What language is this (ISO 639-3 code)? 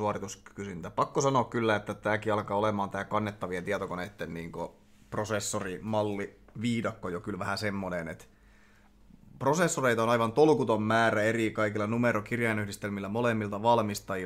fin